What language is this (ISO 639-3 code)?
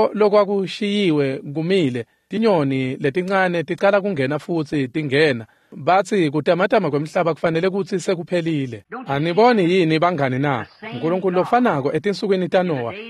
ssw